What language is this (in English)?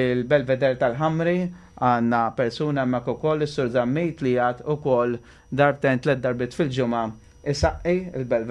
Maltese